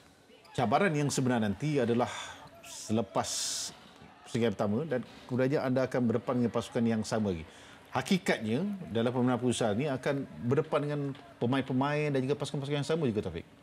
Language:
Malay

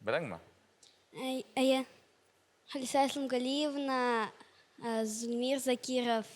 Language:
Bashkir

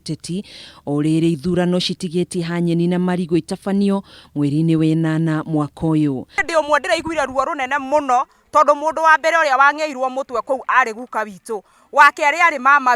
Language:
Kikuyu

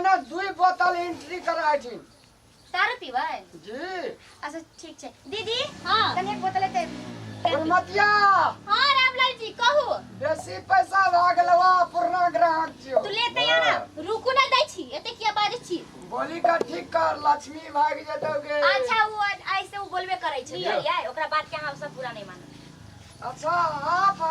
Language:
Maithili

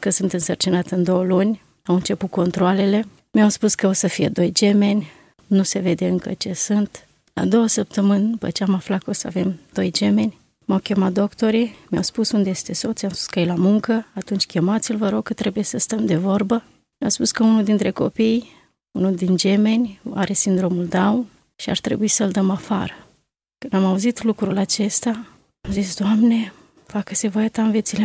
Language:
Romanian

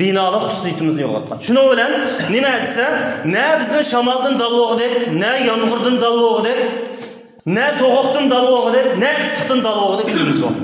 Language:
Uyghur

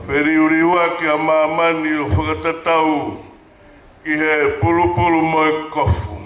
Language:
Tongan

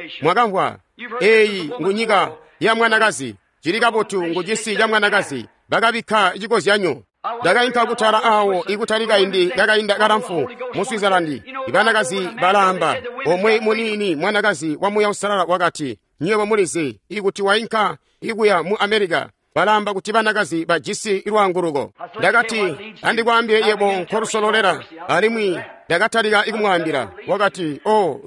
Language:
Tonga (Zambia)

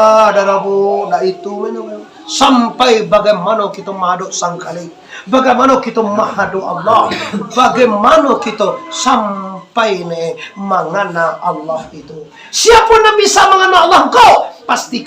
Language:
Minangkabau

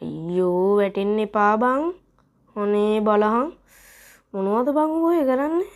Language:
Sinhala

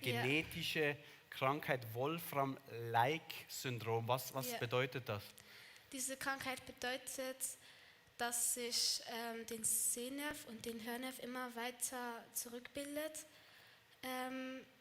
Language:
Swiss German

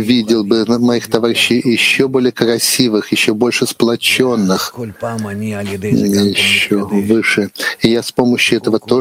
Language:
Russian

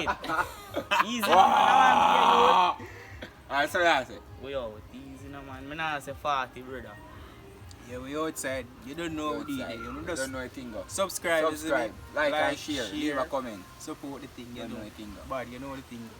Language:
Jamaican Creole English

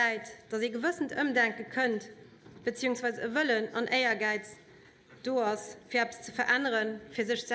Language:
Luxembourgish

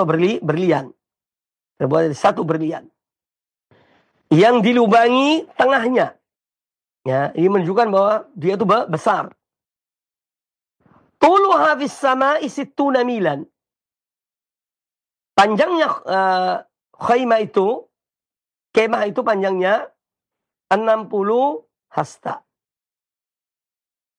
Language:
Indonesian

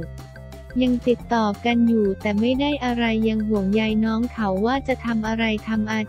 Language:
Thai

